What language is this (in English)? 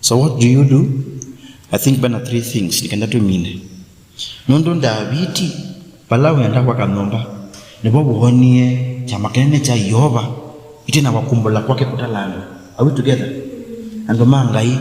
Kamba